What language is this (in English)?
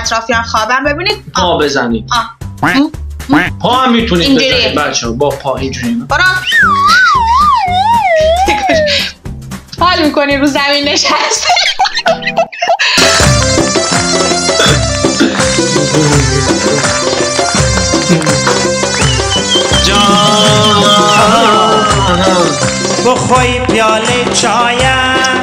Persian